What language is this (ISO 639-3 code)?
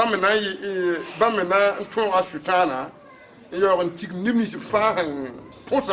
mos